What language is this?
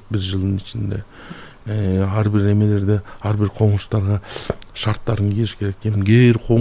Kyrgyz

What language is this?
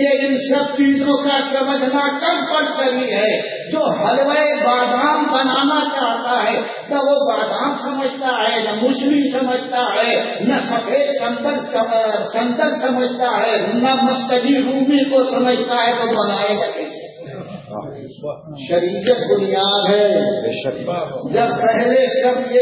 Urdu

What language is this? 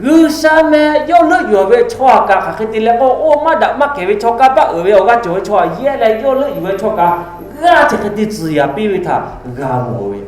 Lahu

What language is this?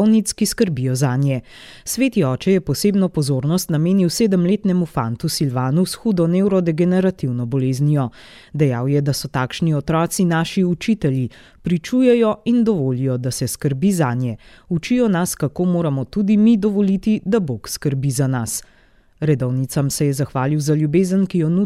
Slovenian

